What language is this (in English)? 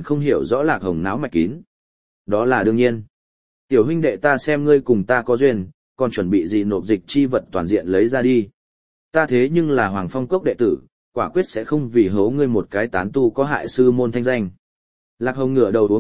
Vietnamese